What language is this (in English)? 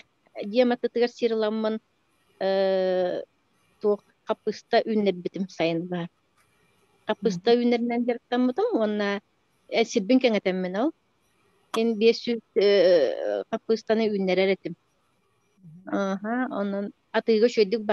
Yakut